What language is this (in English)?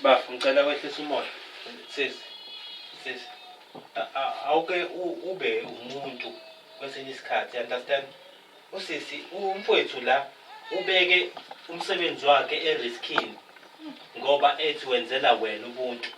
Zulu